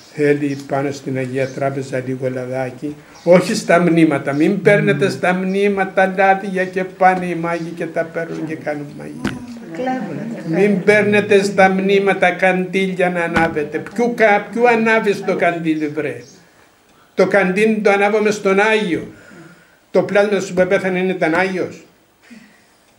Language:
Greek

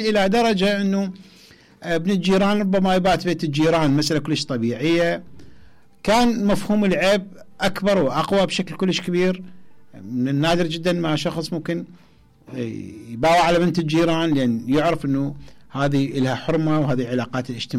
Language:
Mesopotamian Arabic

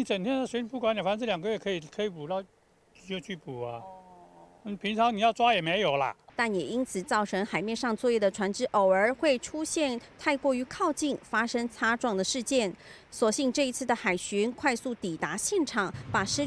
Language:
Chinese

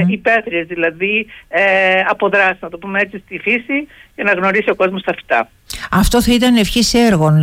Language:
Greek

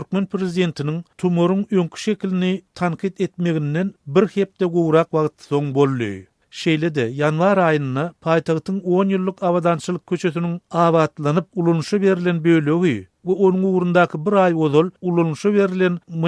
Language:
Turkmen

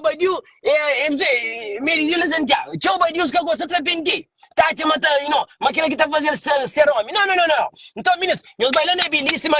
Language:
Kabuverdianu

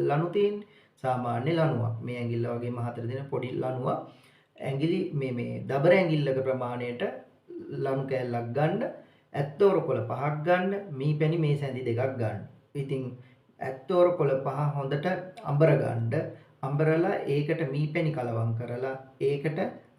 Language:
Sinhala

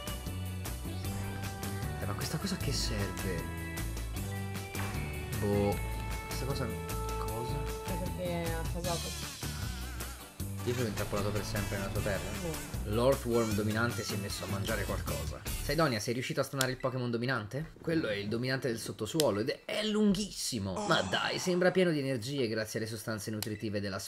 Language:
Italian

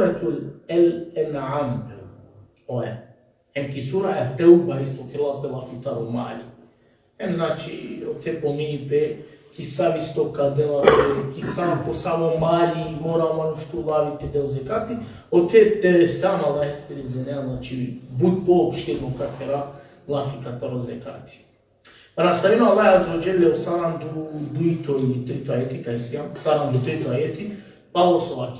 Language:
Balkan Romani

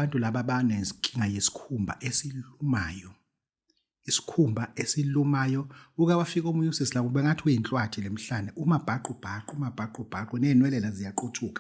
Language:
Zulu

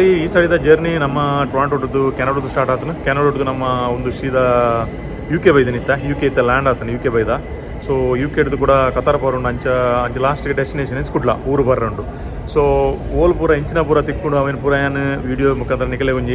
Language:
Tulu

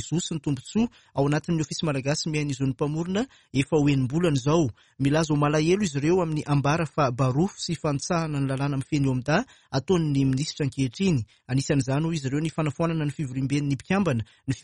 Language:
Malagasy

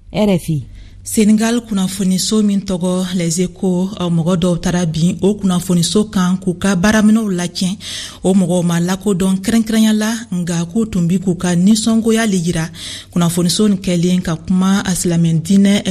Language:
Bambara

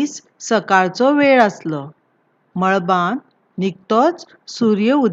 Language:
Konkani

